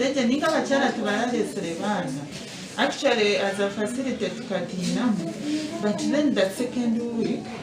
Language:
Nyankole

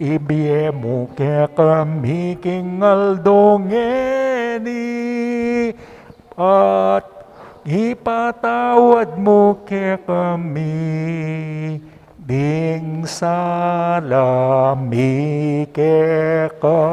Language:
Pampanga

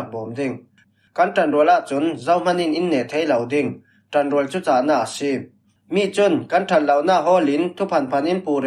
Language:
Falam Chin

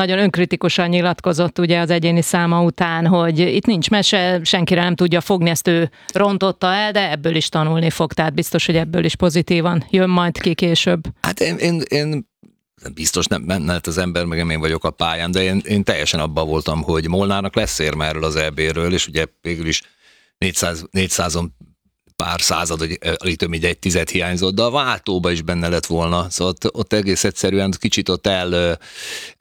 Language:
Hungarian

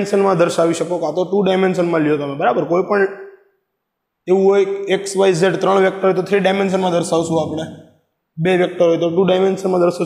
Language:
Gujarati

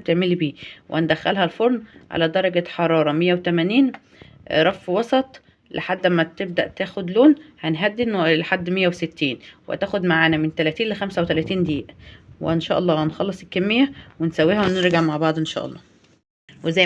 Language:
Egyptian Arabic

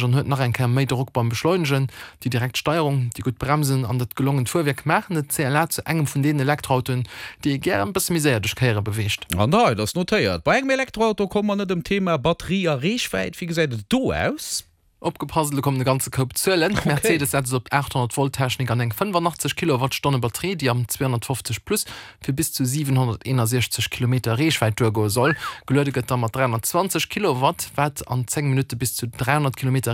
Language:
Luxembourgish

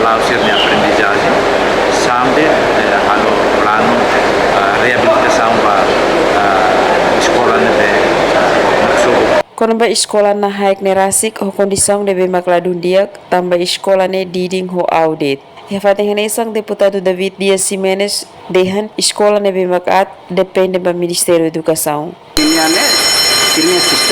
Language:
Tetum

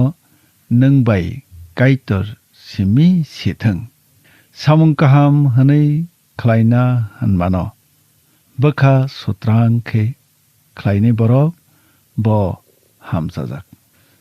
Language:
Kok Borok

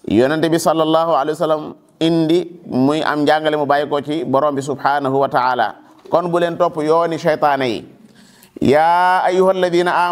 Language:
Wolof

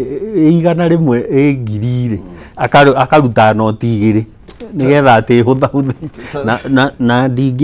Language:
Kikuyu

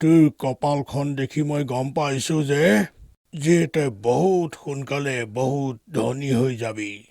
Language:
Assamese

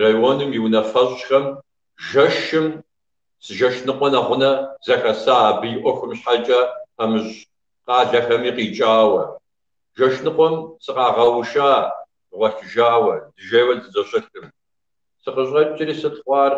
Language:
Kabardian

